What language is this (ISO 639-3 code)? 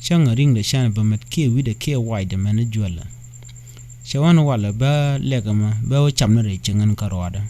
nus